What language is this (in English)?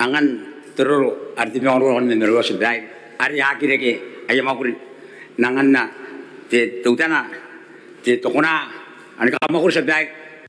Gilbertese